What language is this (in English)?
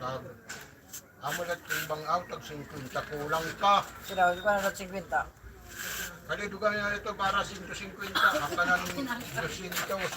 Waray